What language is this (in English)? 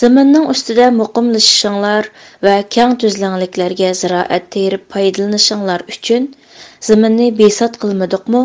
Uyghur